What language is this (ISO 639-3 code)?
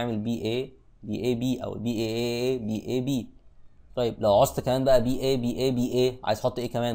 arz